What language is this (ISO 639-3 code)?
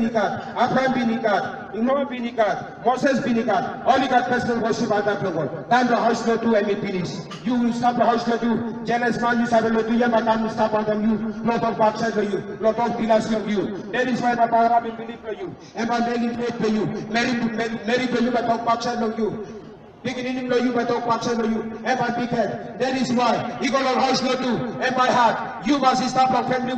tpi